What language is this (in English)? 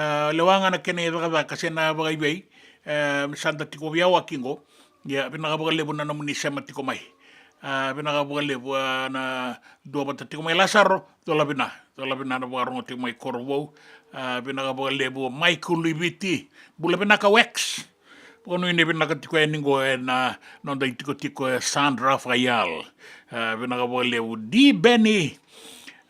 Fijian